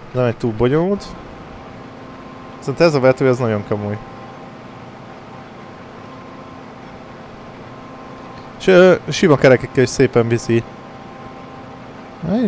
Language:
Hungarian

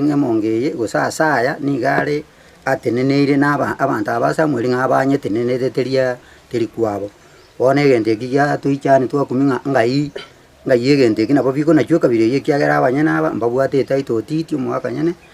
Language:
Gusii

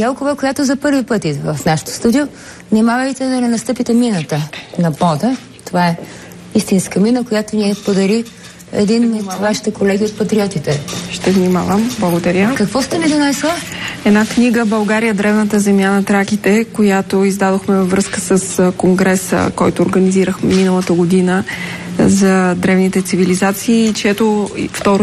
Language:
Bulgarian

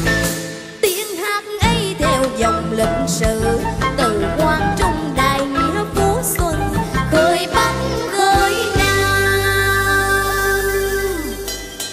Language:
Vietnamese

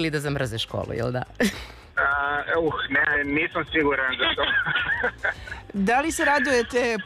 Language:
Serbian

